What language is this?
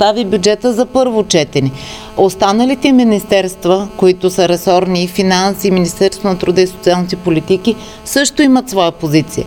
Bulgarian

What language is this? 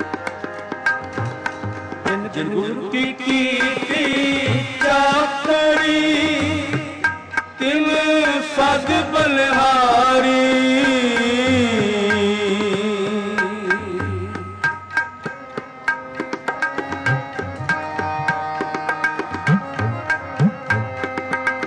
Punjabi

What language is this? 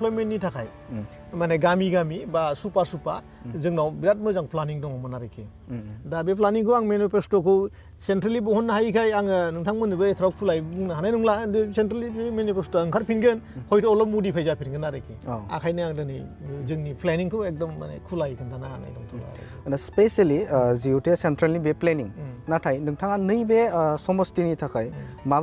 Bodo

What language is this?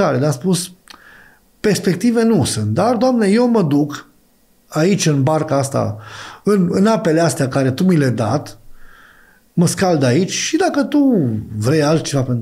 Romanian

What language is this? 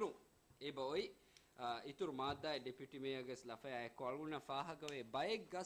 Divehi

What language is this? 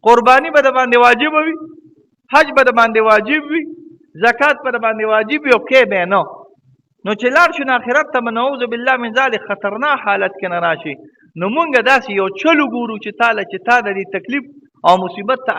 Pashto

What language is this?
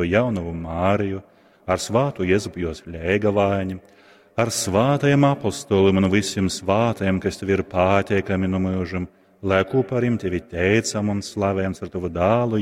Latgalian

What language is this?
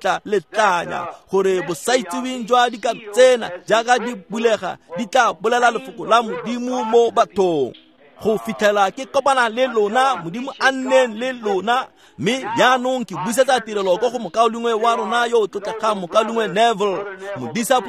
Tswana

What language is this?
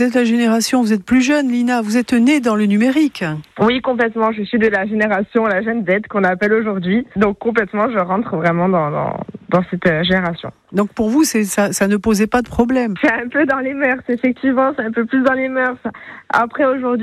French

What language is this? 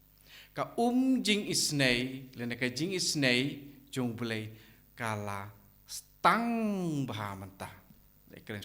Khasi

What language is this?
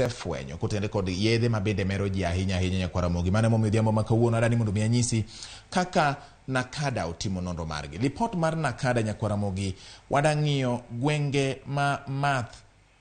Luo (Kenya and Tanzania)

